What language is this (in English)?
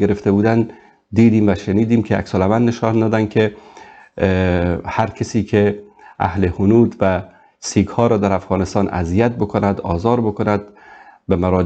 Persian